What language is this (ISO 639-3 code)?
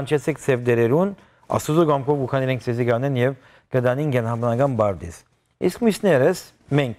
hyw